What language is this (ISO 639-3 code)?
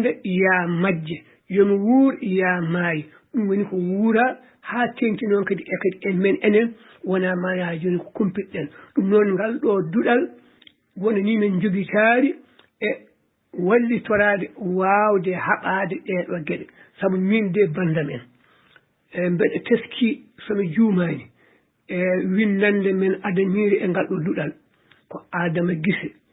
ful